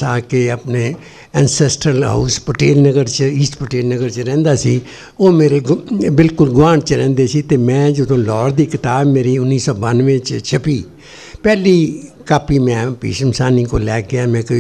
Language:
Punjabi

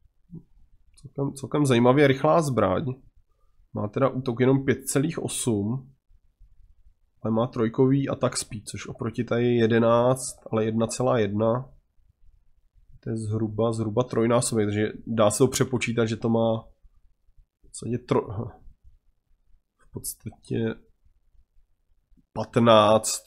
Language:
Czech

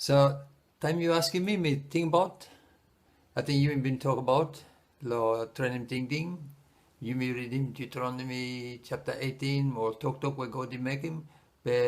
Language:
Bislama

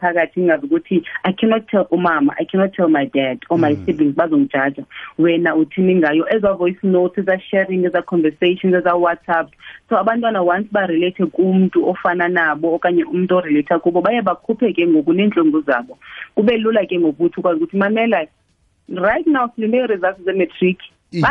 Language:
Xhosa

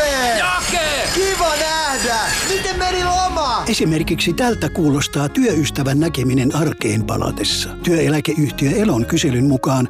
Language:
Finnish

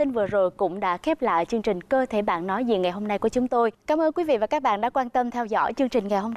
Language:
Vietnamese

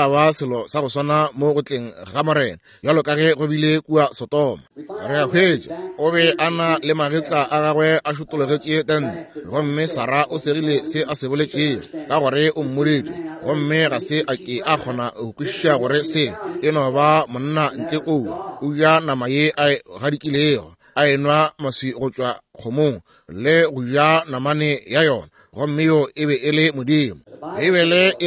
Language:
Northern Sotho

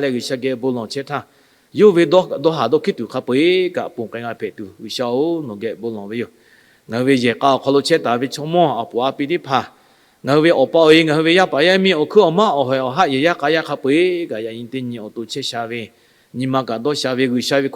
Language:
Lahu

